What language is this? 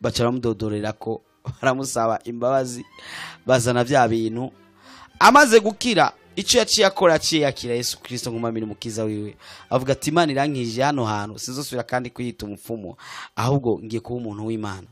Rundi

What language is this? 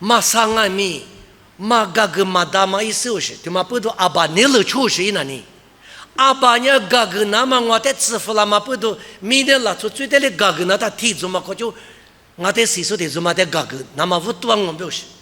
Lisu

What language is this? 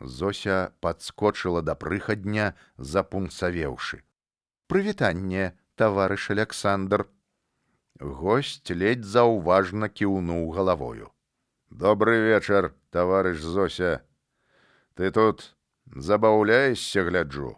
Belarusian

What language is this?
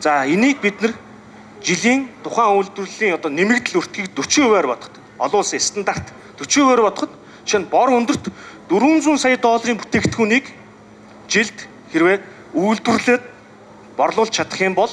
Mongolian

